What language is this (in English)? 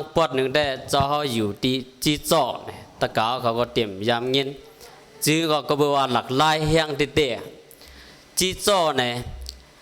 Shan